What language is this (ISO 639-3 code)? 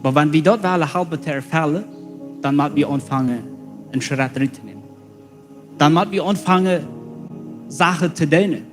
pdt